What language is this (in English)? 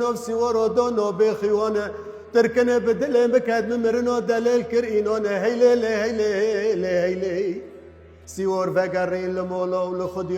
Kurdish